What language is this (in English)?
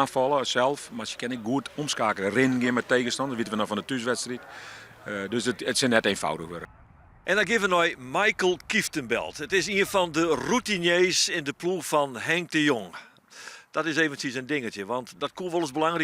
Western Frisian